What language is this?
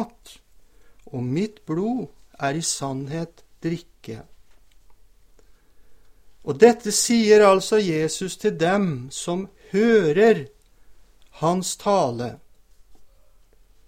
Norwegian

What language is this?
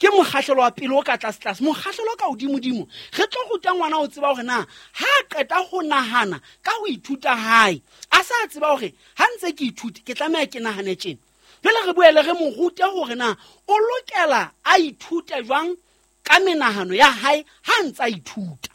Southern Sotho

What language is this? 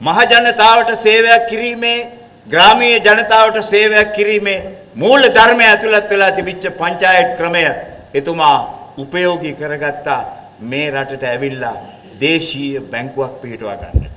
Sinhala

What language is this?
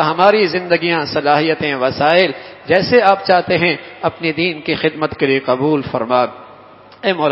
Urdu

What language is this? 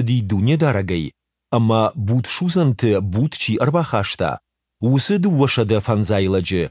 Ossetic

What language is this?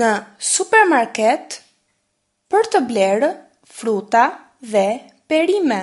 Albanian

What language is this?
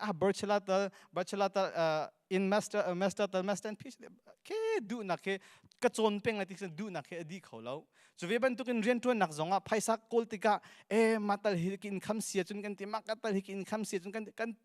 Hakha Chin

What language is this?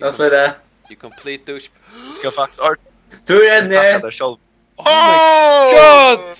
Faroese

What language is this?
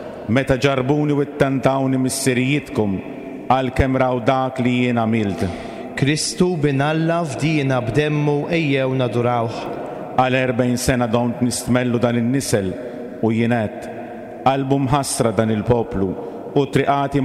Maltese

